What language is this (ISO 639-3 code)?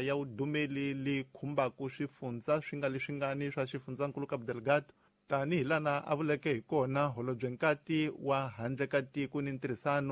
tso